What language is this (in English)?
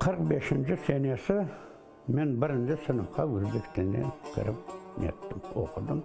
Crimean Tatar